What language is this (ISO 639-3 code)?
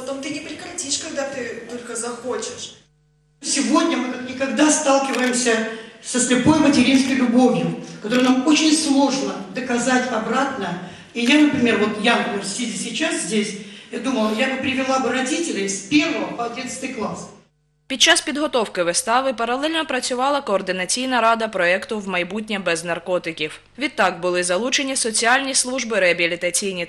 rus